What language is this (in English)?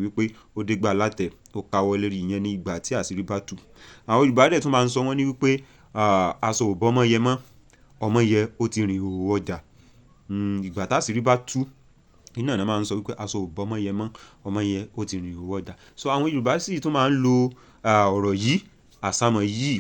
Yoruba